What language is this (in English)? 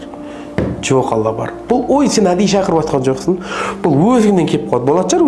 Kazakh